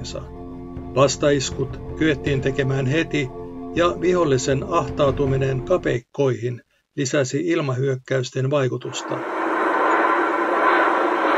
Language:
Finnish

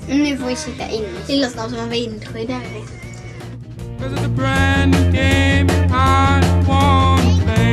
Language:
Swedish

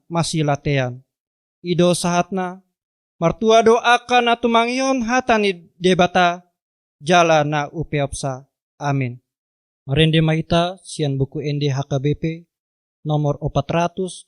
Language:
Batak Toba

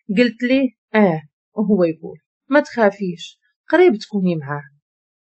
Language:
Moroccan Arabic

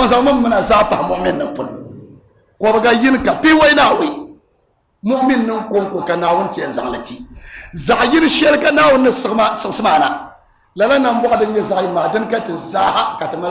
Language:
Dagbani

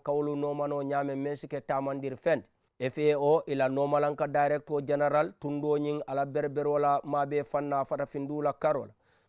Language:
Mandingo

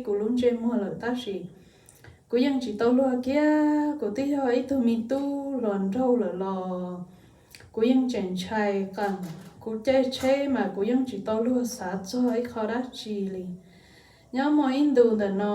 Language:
Hmong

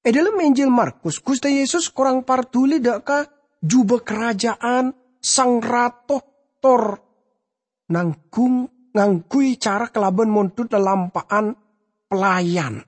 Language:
Madurese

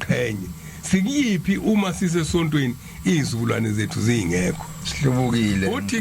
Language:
Zulu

